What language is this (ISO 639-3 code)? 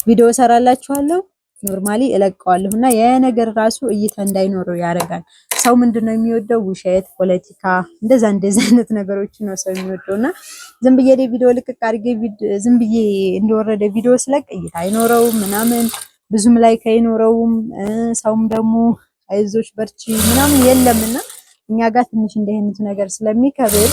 amh